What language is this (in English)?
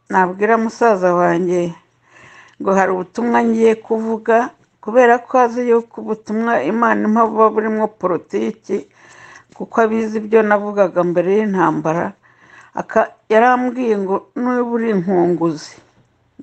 Kinyarwanda